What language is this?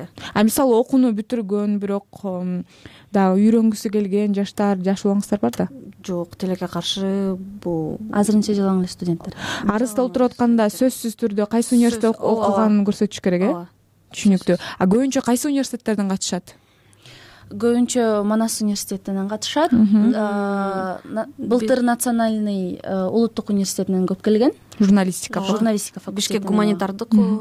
Kyrgyz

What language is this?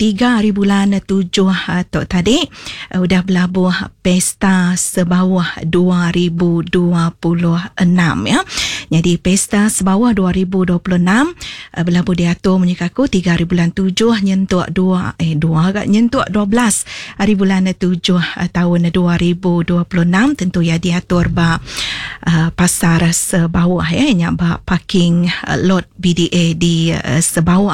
Iban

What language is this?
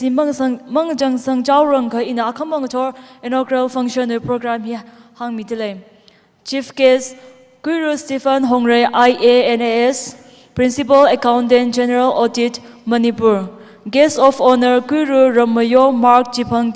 Tangkhul Naga (India)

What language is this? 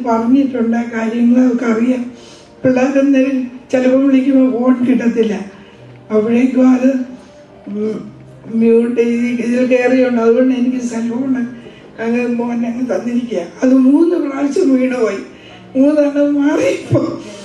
Malayalam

